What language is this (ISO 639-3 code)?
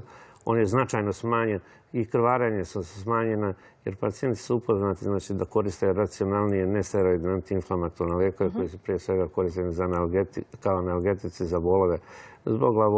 srp